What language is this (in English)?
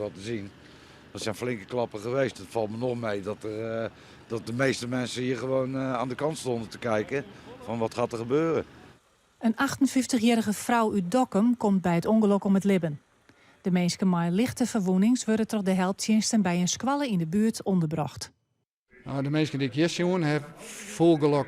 Western Frisian